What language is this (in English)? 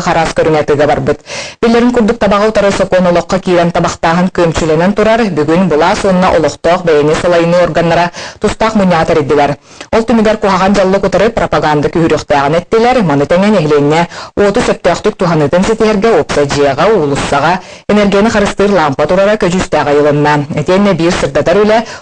Yakut